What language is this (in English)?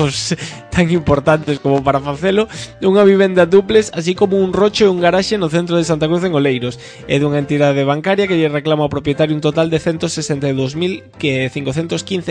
Galician